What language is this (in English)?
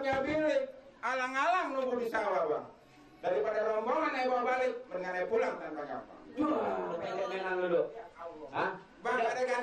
Betawi